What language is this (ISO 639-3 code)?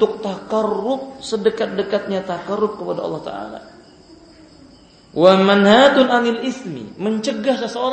ind